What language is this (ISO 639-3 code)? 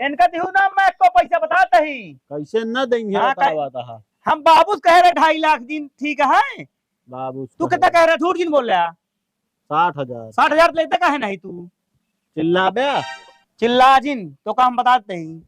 awa